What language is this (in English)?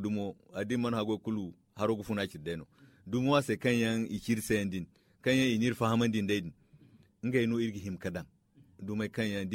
Zarma